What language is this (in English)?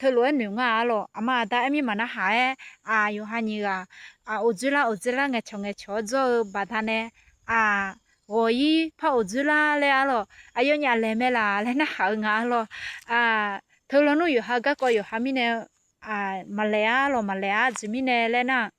Akha